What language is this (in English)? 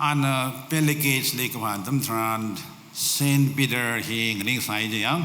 Tangkhul Naga (India)